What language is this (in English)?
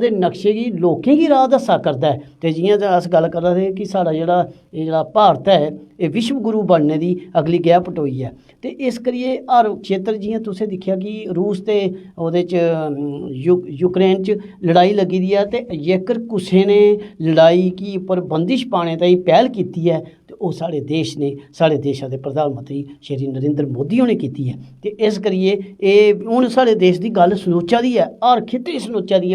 Dogri